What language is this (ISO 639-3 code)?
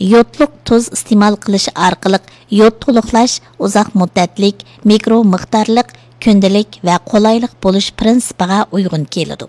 uig